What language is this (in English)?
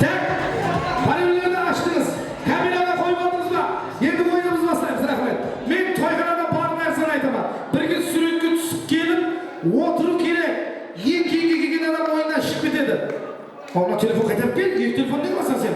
Kara-Kalpak